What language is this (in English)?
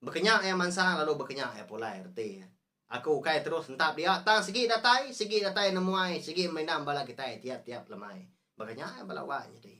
Iban